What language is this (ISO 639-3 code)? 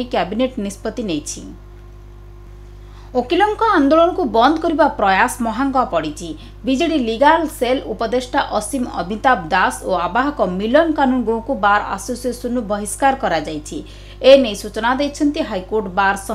ori